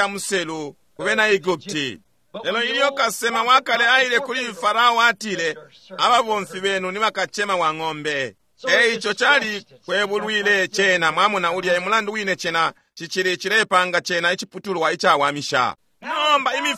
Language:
Bemba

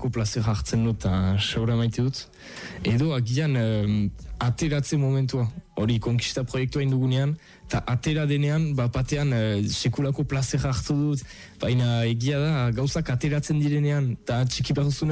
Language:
Basque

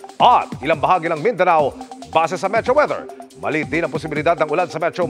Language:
Filipino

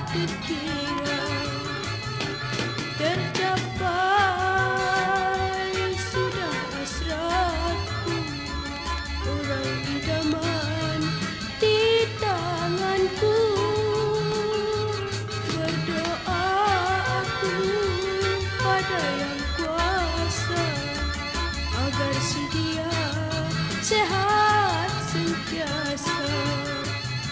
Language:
Malay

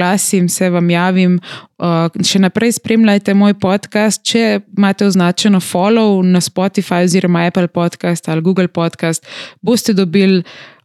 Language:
Slovenian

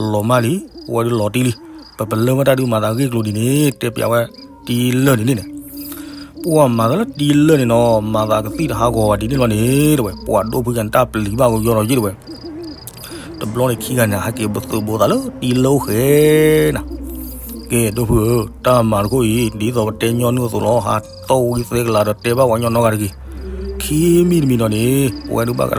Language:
S'gaw Karen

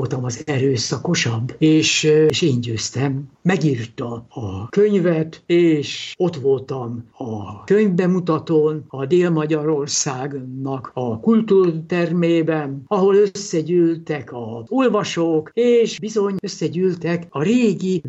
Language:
Hungarian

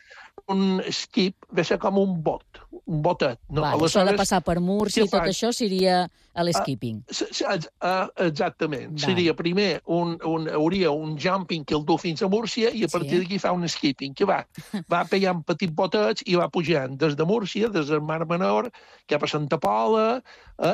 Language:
Catalan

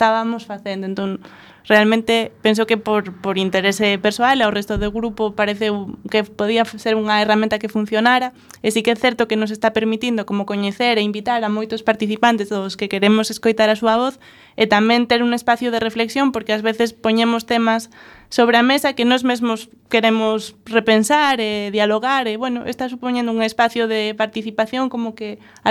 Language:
Galician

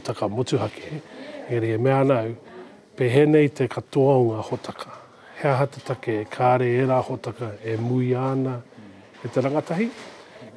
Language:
Māori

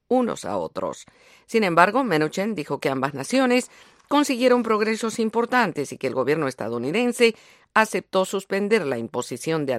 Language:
Spanish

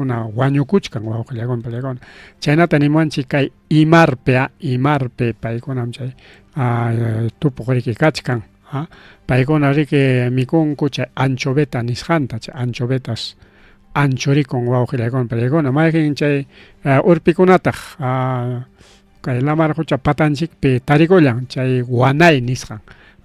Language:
Ayacucho Quechua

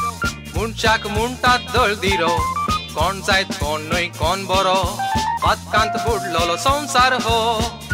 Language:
Konkani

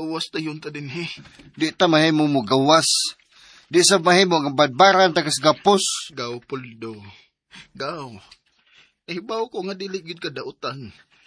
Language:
Cebuano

